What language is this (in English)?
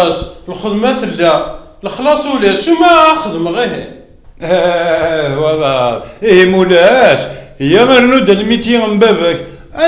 Kabyle